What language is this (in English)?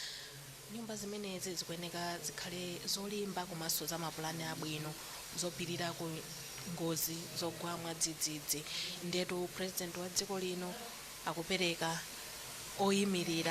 Nyanja